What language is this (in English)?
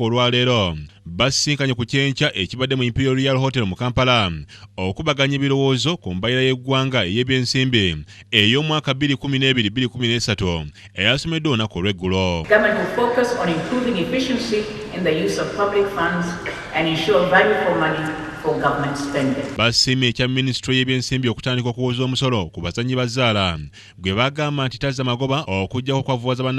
Ganda